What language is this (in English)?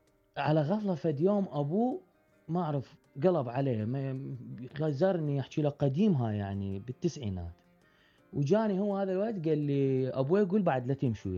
Mesopotamian Arabic